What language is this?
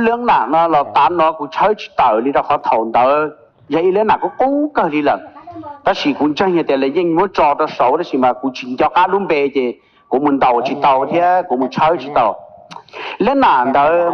Hmong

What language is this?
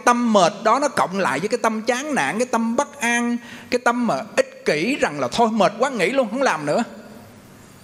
Vietnamese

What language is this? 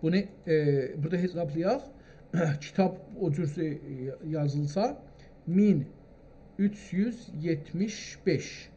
South Azerbaijani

